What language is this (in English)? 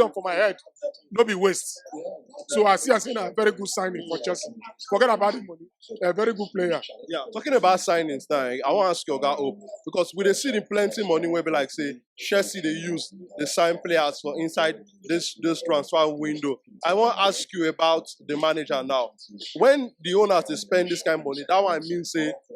Nigerian Pidgin